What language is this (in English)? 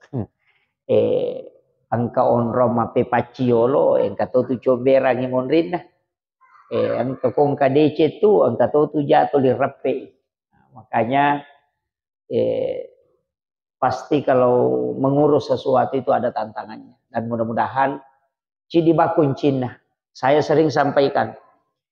Buginese